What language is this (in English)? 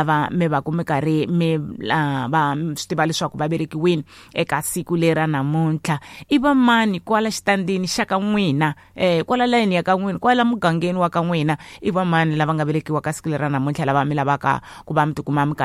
Tsonga